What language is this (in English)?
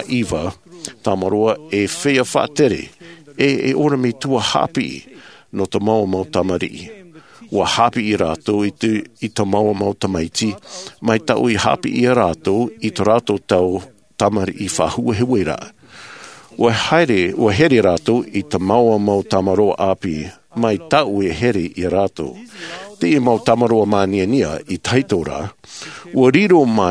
Tahitian